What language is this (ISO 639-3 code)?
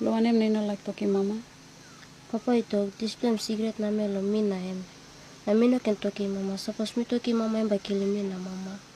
tpi